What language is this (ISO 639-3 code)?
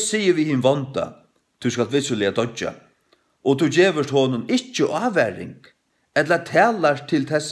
fao